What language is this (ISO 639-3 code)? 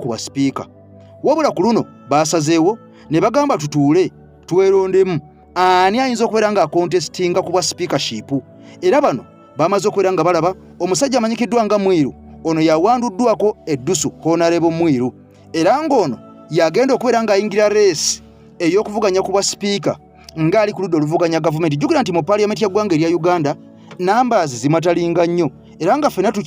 lug